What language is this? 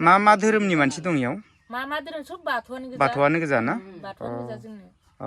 Bodo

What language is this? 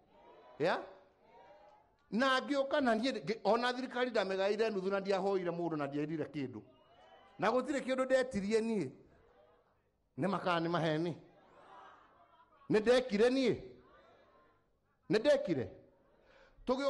Kikuyu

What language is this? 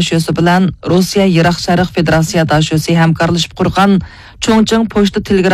Uyghur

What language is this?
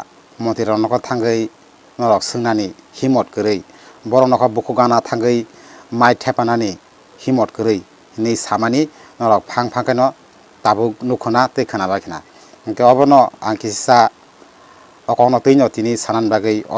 Kok Borok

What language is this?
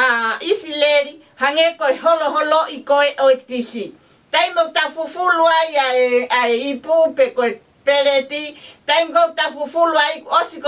Tongan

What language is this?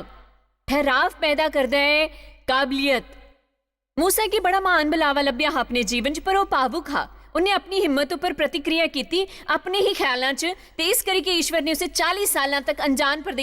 Dogri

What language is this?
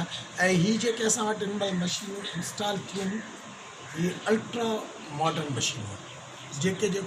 Sindhi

